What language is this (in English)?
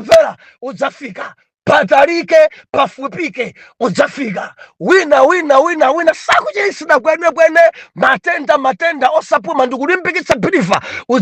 Nyanja